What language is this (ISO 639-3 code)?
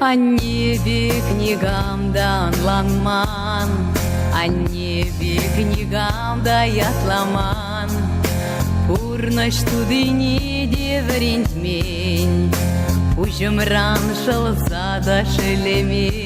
chv